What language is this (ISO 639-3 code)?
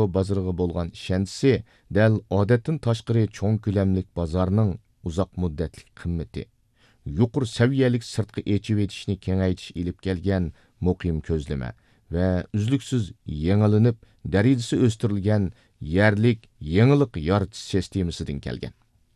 uig